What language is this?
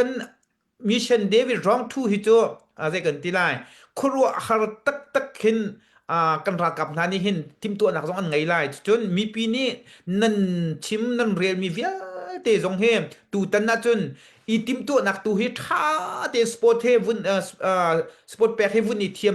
Hakha Chin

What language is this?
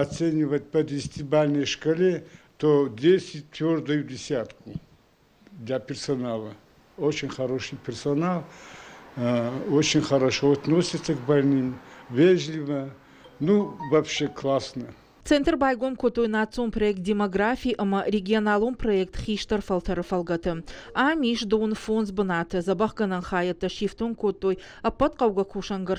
Ossetic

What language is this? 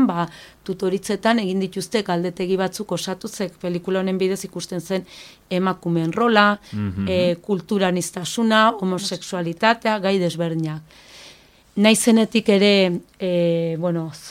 Basque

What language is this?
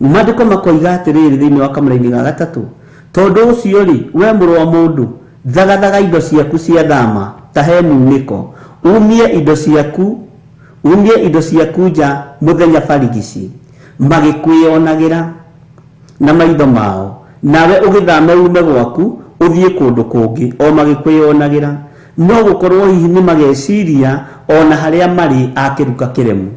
Kikuyu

